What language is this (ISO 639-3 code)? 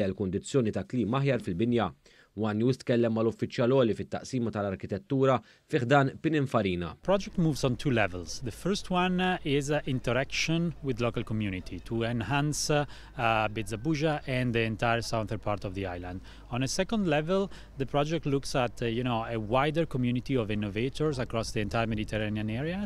mlt